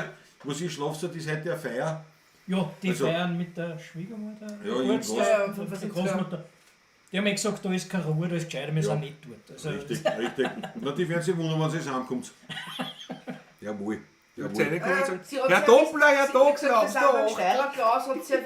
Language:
Bavarian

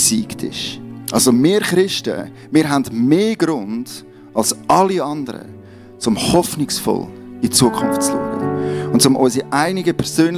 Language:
Swiss German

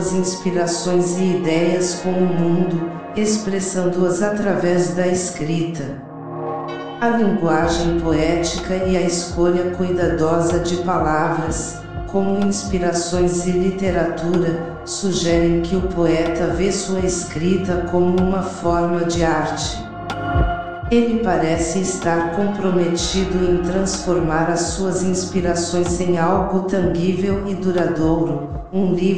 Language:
Portuguese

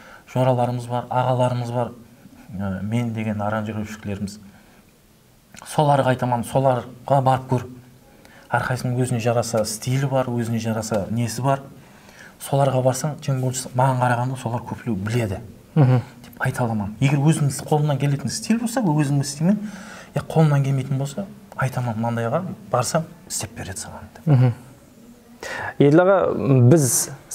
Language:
Kara-Kalpak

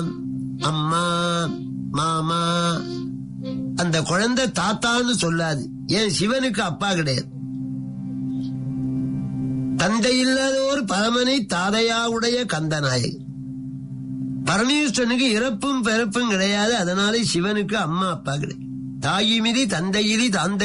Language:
Tamil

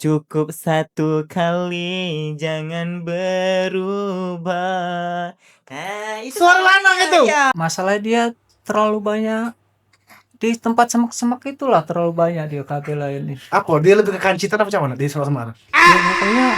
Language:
Musi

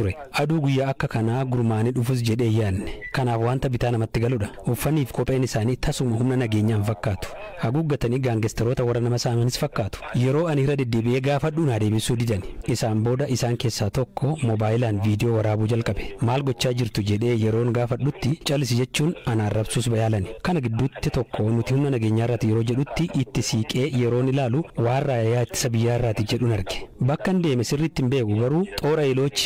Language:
Oromo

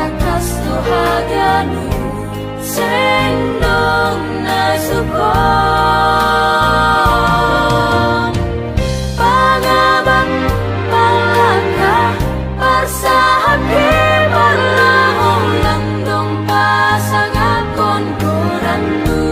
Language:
Batak Simalungun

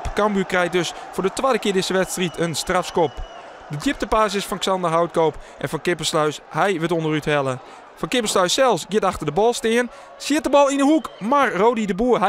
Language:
Western Frisian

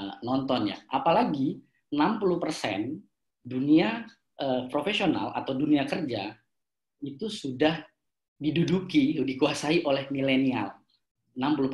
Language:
Indonesian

